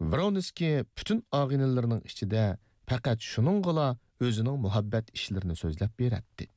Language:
Uyghur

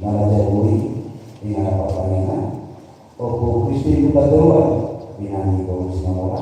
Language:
Batak Toba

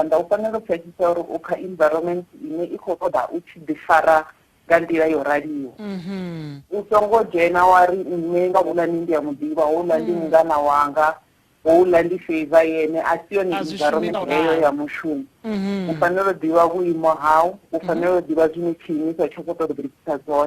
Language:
Venda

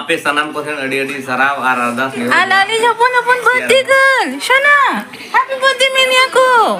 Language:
Santali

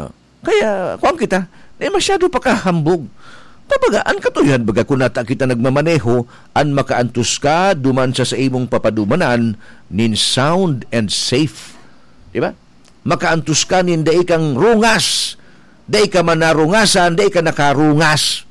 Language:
Bikol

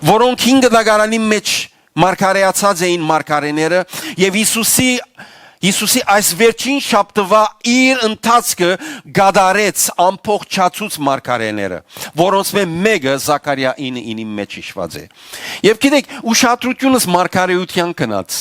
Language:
Western Armenian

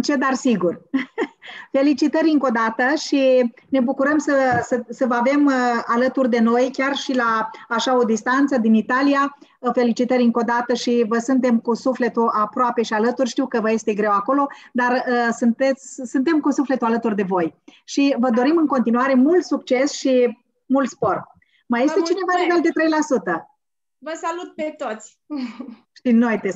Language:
Romanian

